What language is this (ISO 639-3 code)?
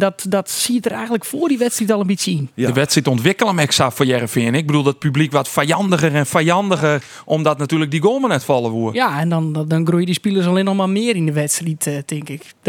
fry